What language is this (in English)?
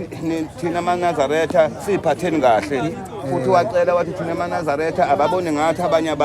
Zulu